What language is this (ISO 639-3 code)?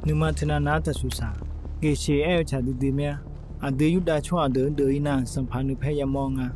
ahk